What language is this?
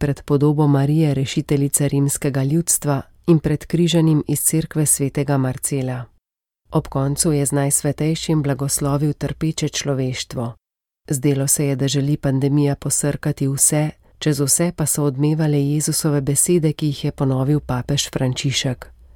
Slovenian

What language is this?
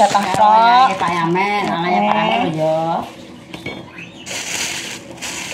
Javanese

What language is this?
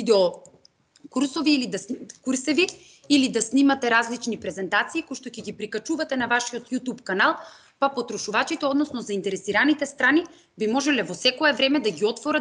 Macedonian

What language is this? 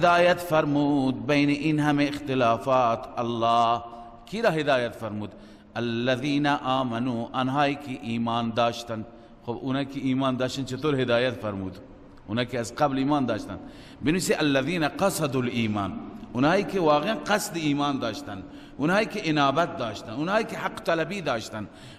Persian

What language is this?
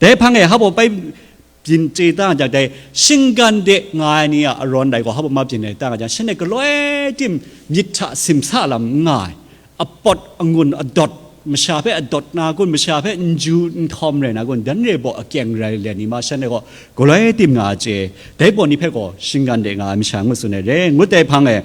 Kachin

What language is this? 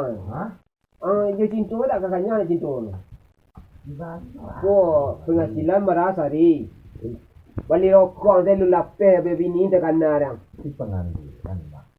Minangkabau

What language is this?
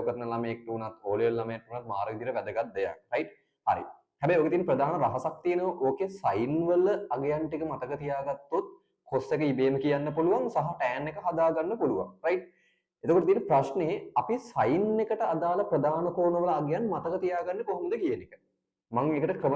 Sinhala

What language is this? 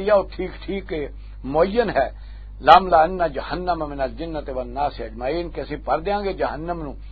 Western Panjabi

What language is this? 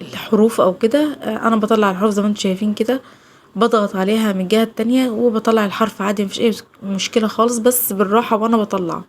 Egyptian Arabic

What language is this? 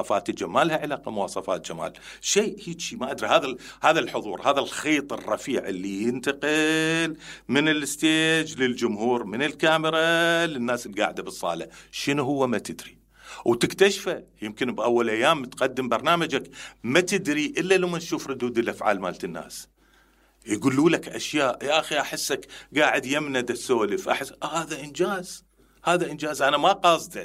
Mesopotamian Arabic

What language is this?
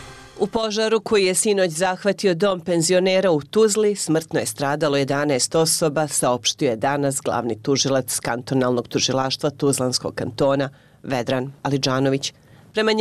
Bosnian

